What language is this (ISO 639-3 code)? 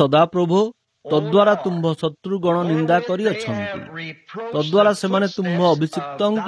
ori